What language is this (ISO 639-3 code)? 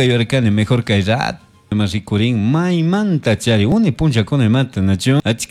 qug